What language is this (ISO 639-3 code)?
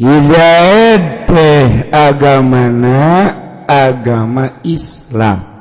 sun